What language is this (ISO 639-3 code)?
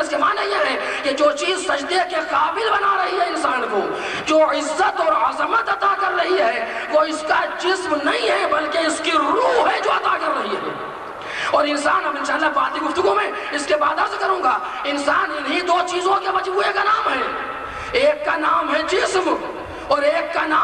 urd